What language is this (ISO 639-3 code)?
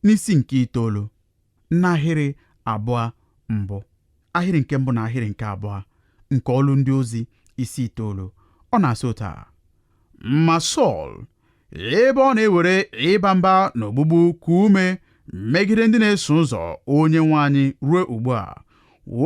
ibo